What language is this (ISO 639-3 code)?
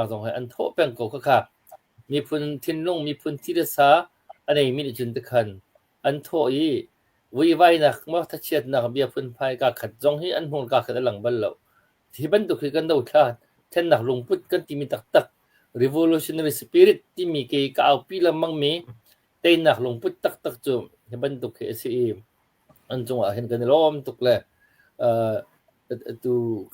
cnh